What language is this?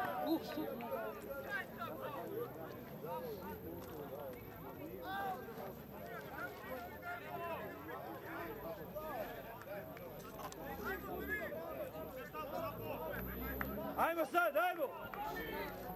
Serbian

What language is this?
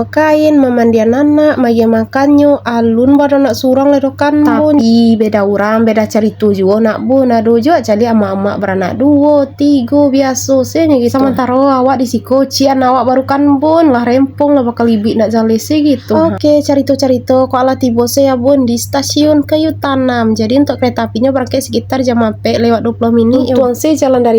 Minangkabau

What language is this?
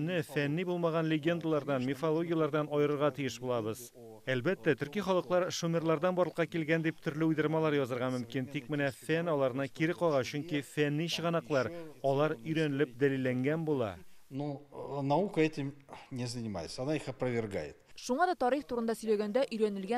Tatar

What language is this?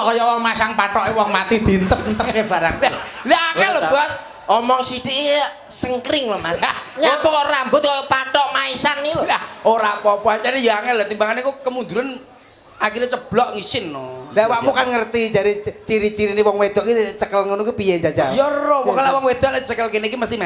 Javanese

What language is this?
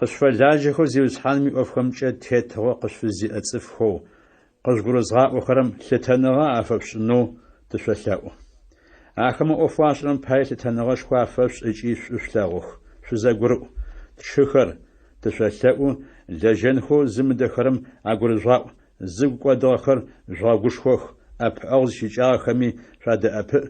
Adyghe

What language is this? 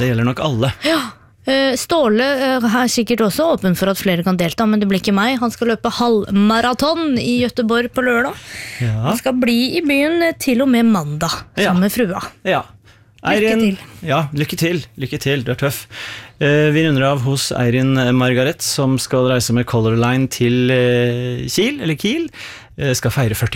Norwegian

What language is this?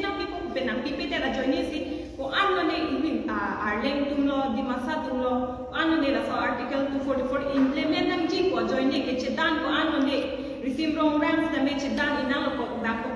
Karbi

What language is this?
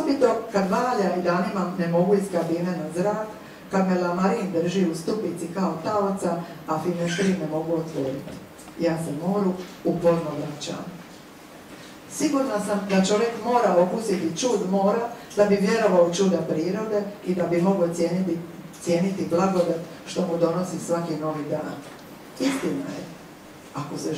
Croatian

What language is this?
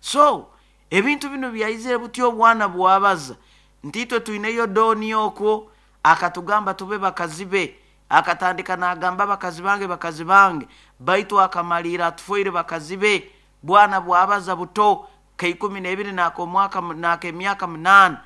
Nyoro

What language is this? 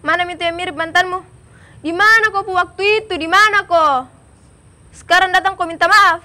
Makassar Malay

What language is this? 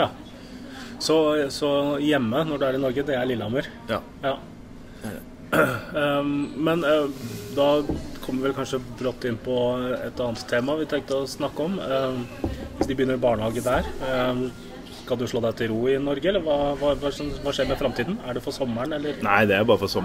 Norwegian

